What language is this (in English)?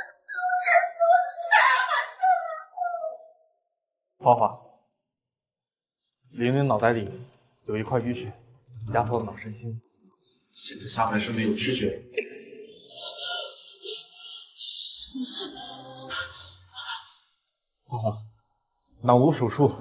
Chinese